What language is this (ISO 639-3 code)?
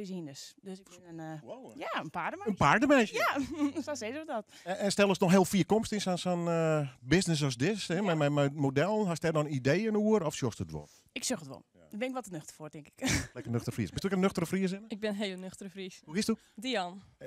fry